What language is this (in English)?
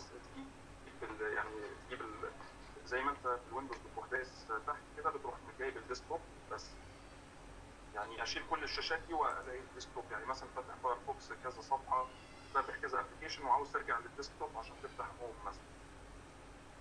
Egyptian Arabic